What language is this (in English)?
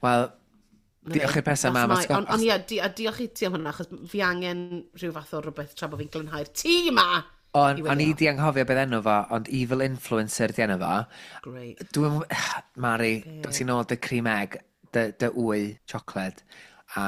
Welsh